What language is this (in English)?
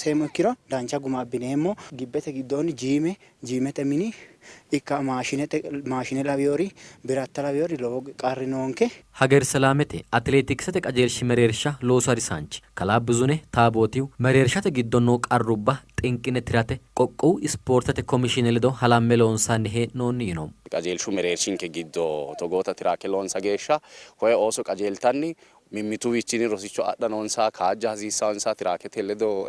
Sidamo